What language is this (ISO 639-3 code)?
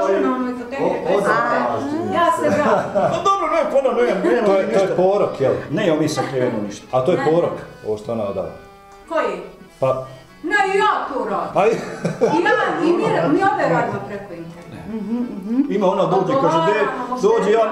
bos